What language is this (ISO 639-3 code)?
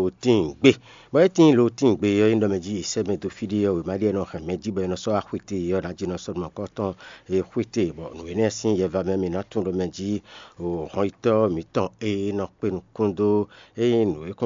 fon